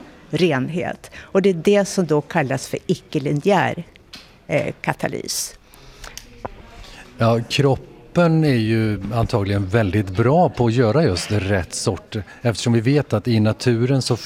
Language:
Swedish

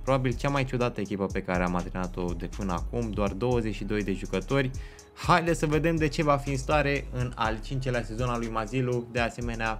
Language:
Romanian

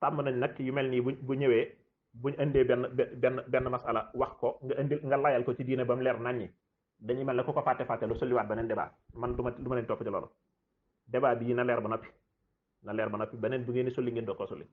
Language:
Wolof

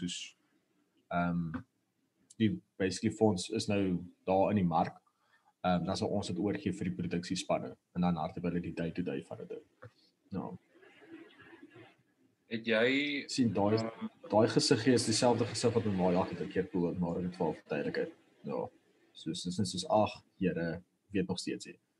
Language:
Afrikaans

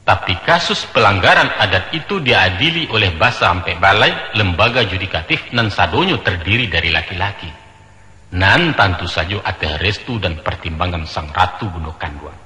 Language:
Minangkabau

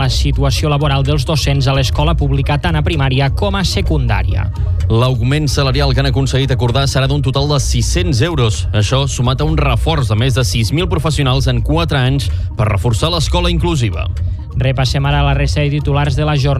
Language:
Catalan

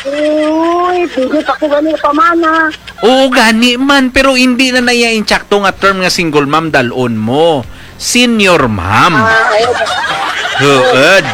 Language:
Hiligaynon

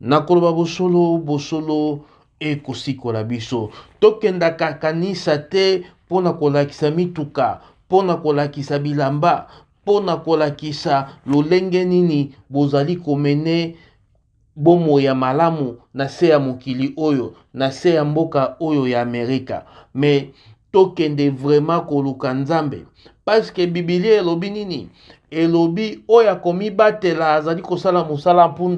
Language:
Lingala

